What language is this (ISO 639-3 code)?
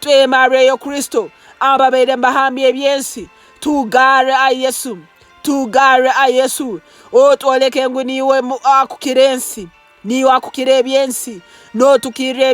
nyn